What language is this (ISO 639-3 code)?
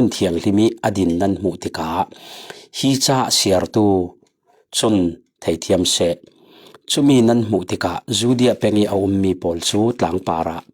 cfm